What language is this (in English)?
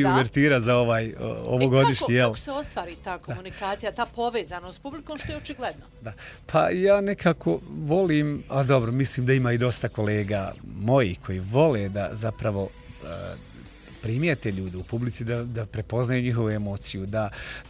Bosnian